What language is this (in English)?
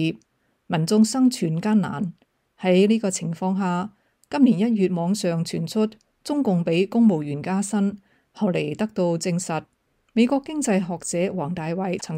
Cantonese